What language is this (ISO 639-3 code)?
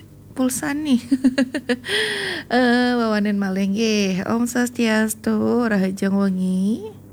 ban